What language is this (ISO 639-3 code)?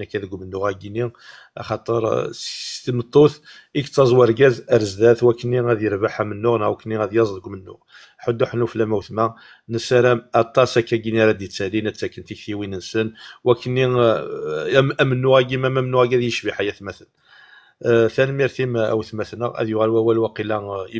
kab